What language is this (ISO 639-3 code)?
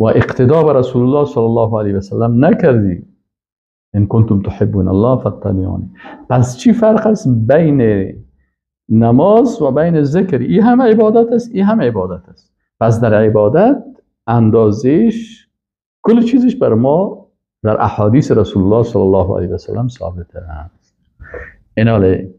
fas